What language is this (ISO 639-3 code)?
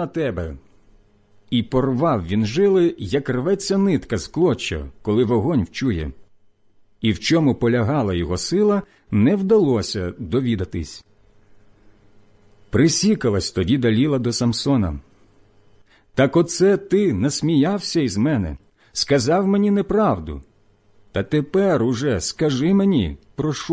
ukr